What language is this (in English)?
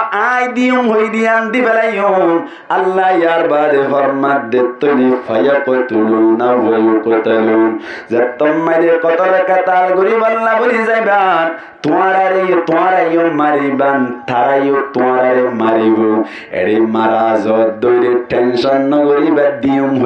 Rohingya